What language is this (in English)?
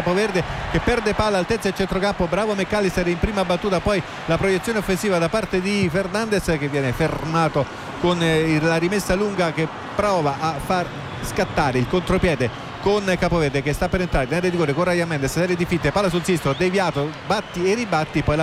Italian